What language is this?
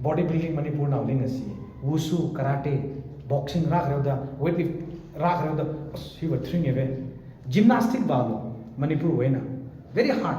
Tangkhul Naga (India)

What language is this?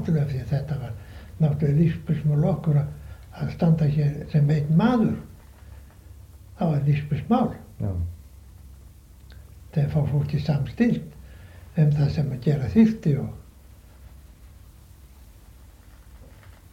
Icelandic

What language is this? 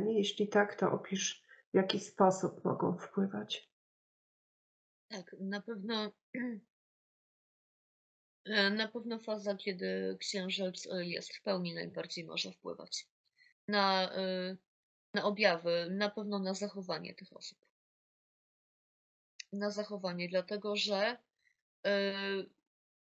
Polish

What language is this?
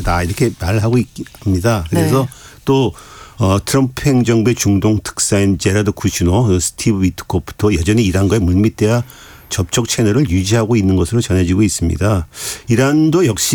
Korean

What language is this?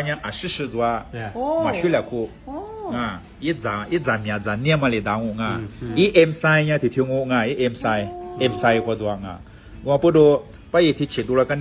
Lisu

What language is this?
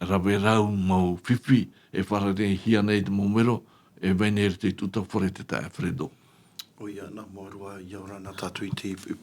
Tahitian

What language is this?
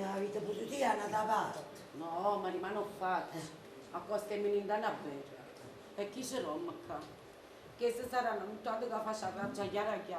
Neapolitan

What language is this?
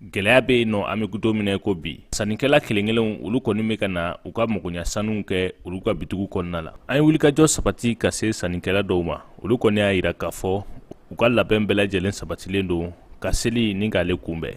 Bambara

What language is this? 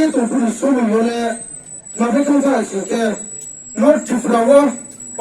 Riang (India)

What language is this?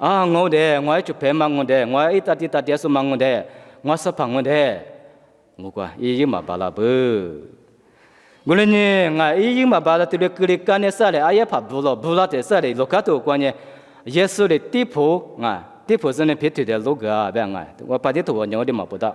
Lisu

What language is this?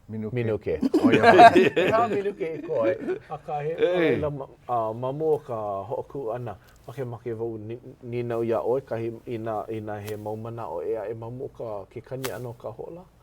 Hawaiian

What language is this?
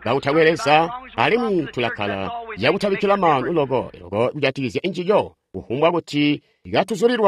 Tonga (Zambia)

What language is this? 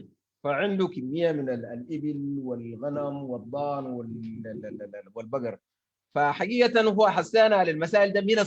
Sudanese Arabic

